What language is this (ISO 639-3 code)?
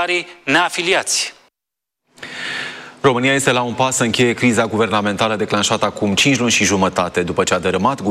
ron